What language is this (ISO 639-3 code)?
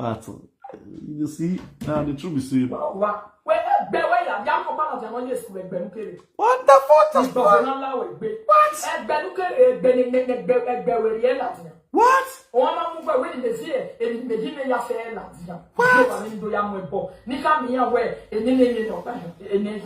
pcm